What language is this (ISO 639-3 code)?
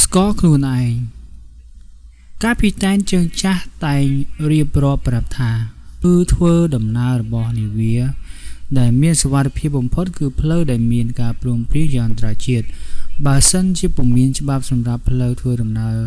khm